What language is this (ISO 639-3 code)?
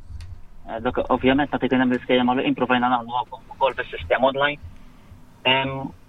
mlt